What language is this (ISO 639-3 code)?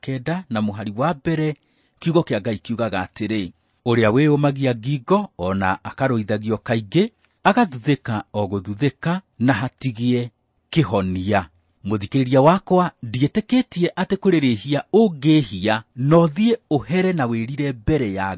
kik